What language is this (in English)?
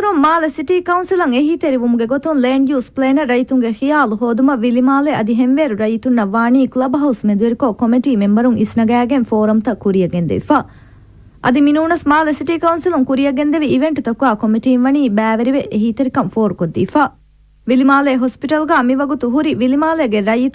Divehi